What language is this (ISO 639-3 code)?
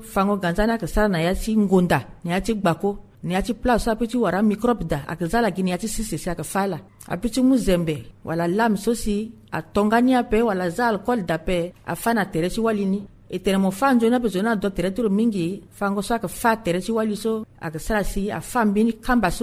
sag